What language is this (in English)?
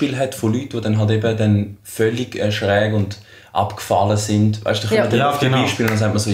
Swiss German